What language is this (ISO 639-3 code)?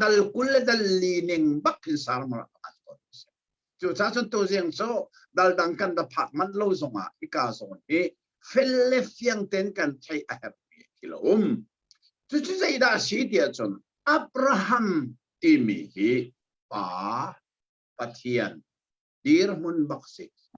cnh